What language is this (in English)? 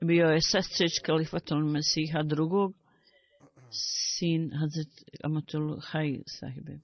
Bosnian